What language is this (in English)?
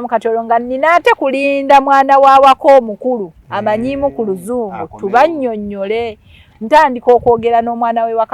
Ganda